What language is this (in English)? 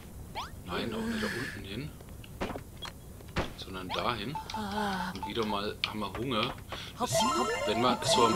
German